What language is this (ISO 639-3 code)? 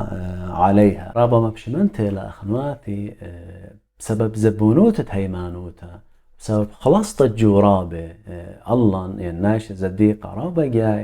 aii